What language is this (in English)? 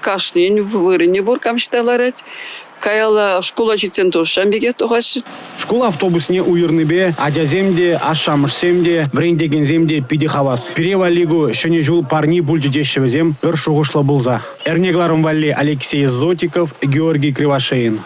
Chuvash